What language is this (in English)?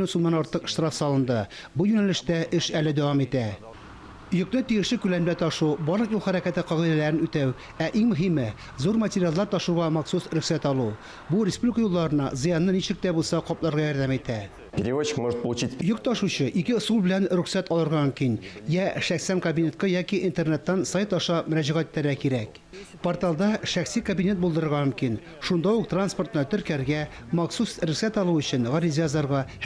Tatar